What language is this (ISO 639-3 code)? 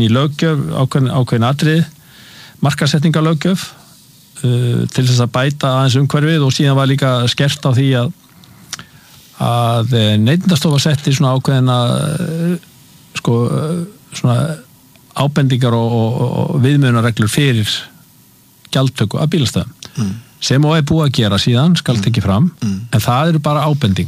isl